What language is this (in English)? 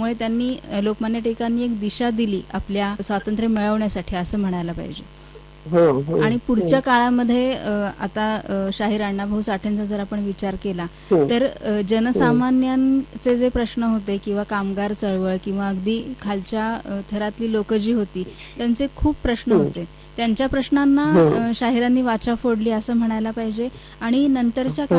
Marathi